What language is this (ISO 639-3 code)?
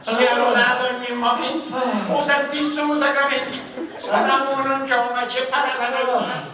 scn